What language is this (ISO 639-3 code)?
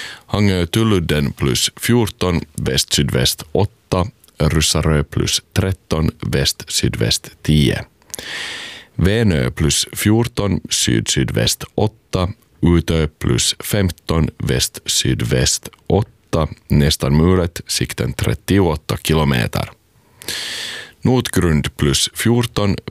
swe